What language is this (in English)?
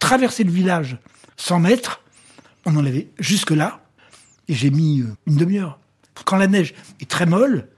French